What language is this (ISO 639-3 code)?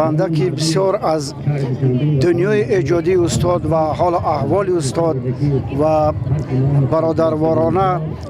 tgk